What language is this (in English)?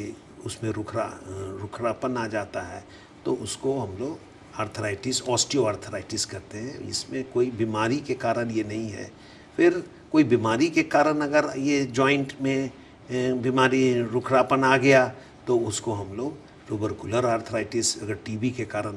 Hindi